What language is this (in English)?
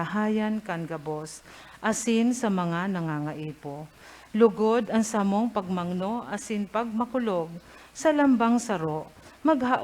Bikol